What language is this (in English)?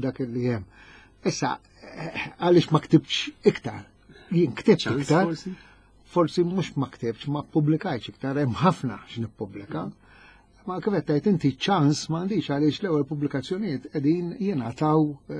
Maltese